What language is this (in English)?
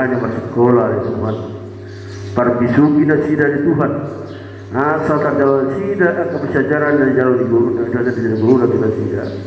Batak Toba